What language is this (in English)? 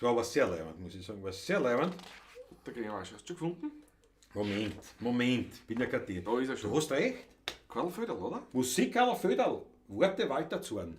Bavarian